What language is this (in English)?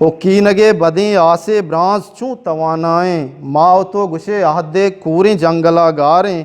Eastern Balochi